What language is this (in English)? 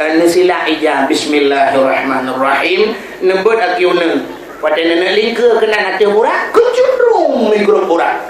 Achinese